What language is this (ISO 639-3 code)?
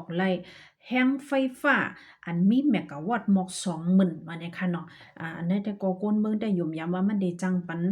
shn